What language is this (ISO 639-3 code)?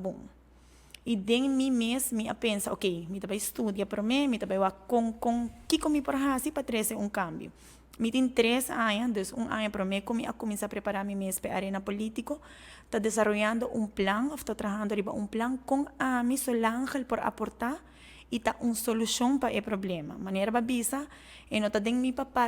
pap